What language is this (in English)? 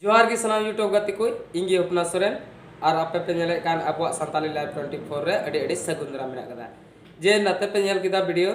Santali